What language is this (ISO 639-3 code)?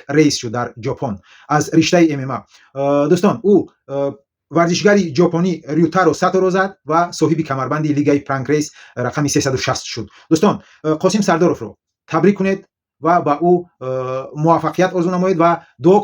tgk